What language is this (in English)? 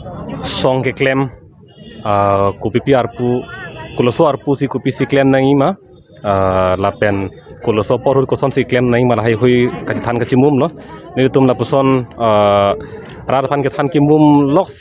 Karbi